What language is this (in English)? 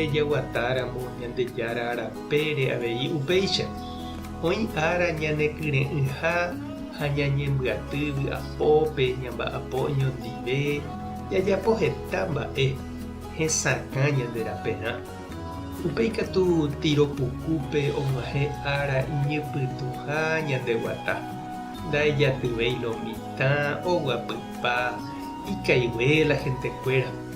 Guarani